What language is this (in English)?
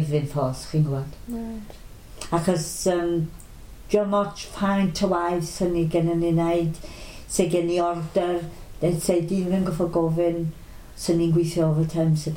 Welsh